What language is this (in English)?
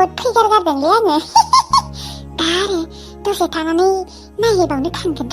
Bodo